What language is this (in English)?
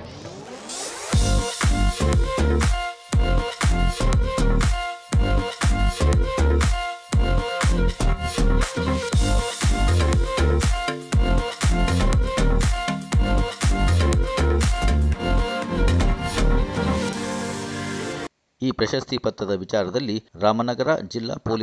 Kannada